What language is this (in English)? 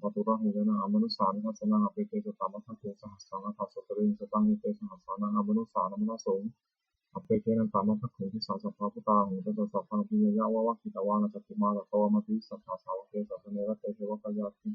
Pali